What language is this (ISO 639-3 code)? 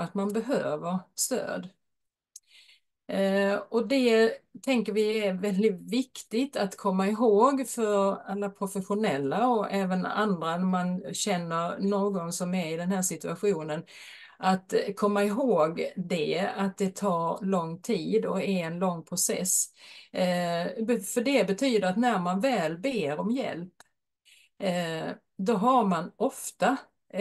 swe